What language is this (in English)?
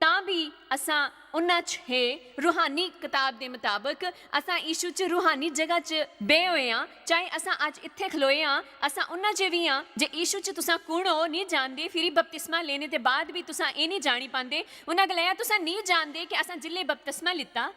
Dogri